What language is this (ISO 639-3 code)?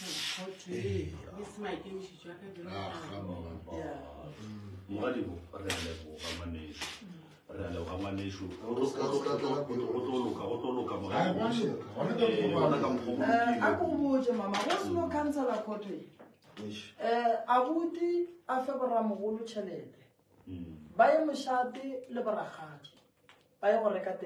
nso